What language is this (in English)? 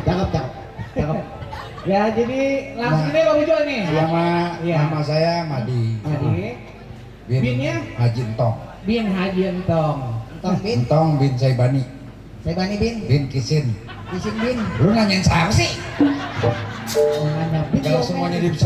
Betawi